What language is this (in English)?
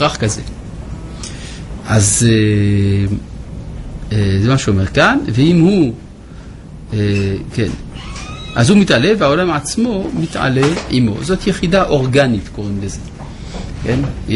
Hebrew